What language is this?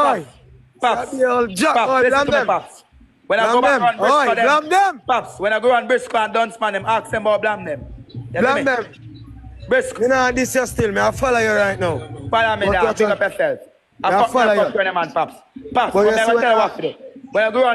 Jamaican Creole English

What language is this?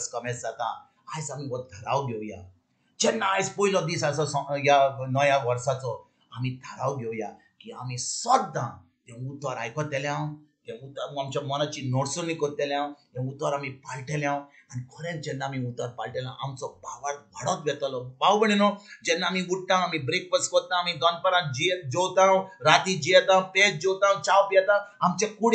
Konkani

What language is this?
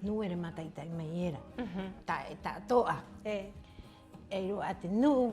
Rapanui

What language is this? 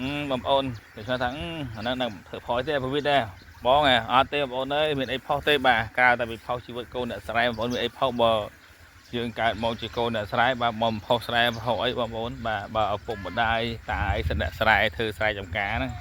Khmer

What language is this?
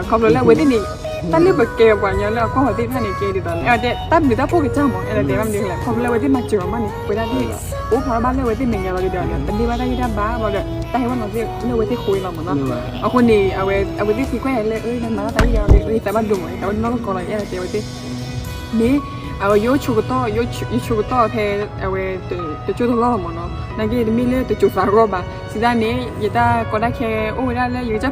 S'gaw Karen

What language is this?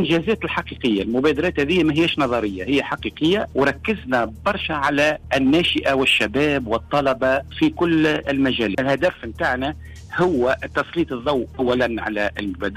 Tunisian Arabic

